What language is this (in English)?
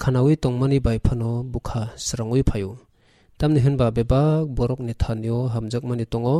Kok Borok